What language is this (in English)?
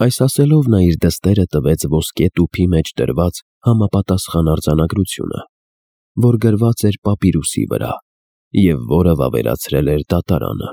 Armenian